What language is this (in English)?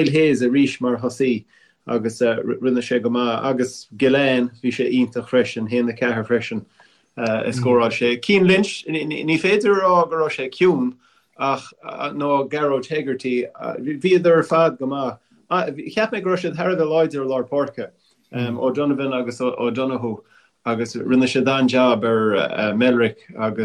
Irish